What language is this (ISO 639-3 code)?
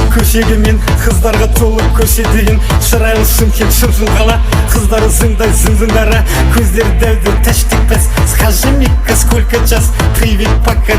kaa